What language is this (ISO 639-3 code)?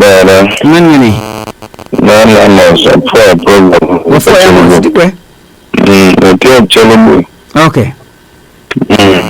ach